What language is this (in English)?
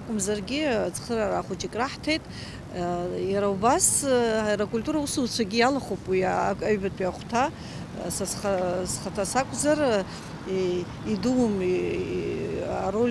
Abkhazian